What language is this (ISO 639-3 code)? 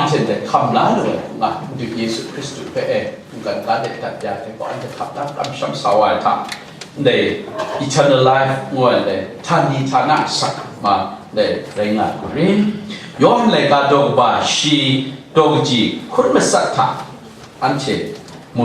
kac